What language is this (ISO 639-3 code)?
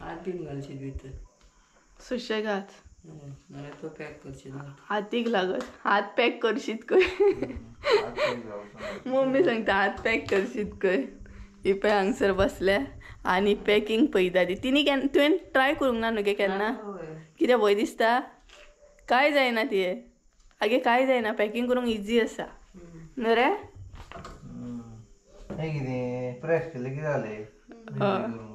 kok